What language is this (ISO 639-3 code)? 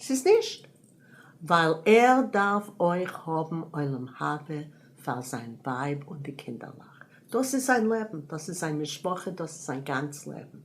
yid